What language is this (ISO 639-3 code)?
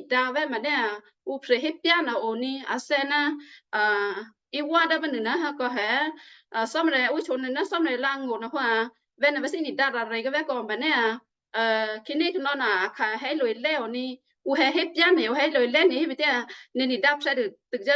kyu